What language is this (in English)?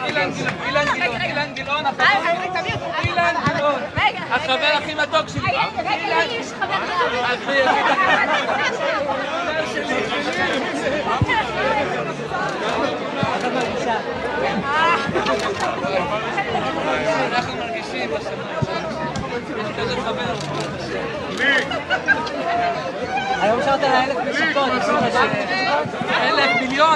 Hebrew